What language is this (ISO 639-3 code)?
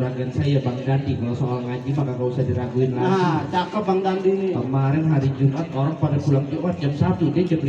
bew